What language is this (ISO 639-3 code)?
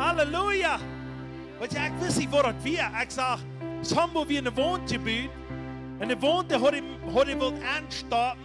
pdt